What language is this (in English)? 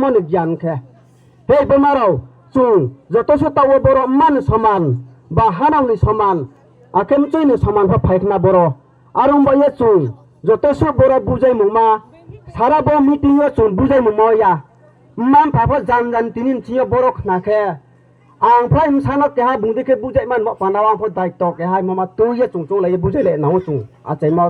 Riang (India)